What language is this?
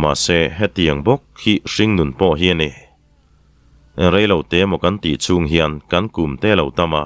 Mizo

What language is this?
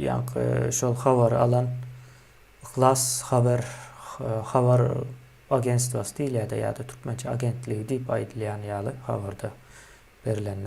Turkmen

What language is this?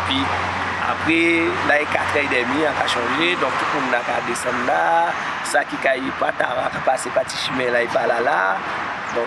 Guadeloupean Creole French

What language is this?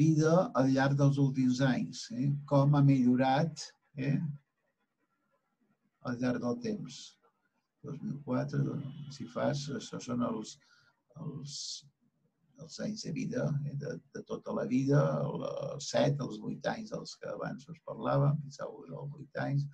Catalan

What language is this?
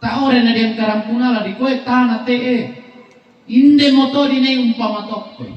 Toraja-Sa'dan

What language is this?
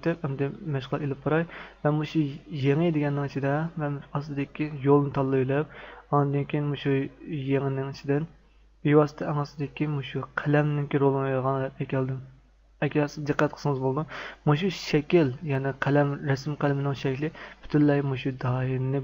Uyghur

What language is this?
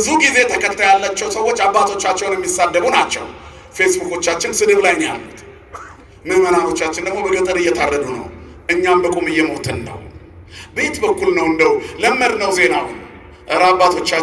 Amharic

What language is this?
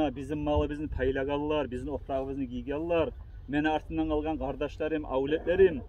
Kumyk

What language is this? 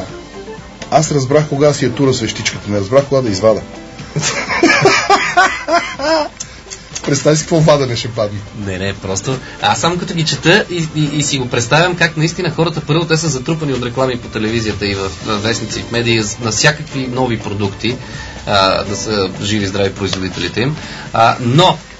Bulgarian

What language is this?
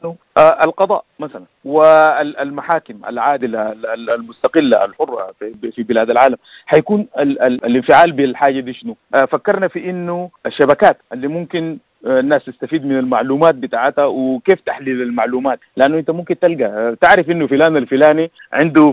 Sudanese Arabic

